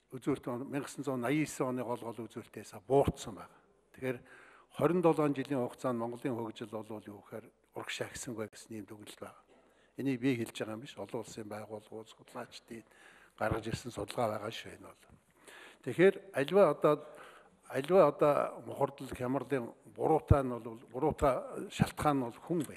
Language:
Mongolian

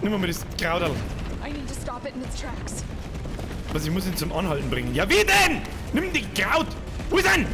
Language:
Bavarian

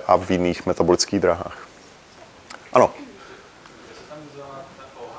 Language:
Czech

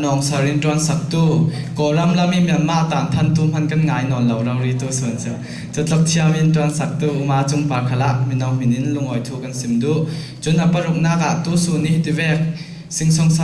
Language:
Falam Chin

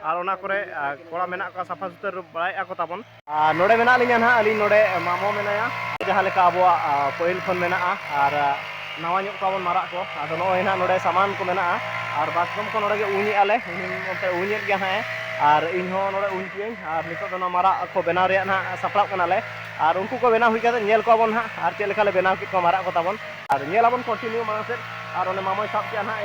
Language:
Santali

